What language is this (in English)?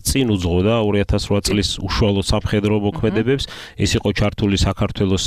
Georgian